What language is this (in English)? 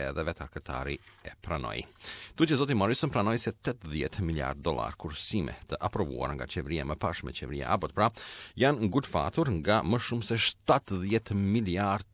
Albanian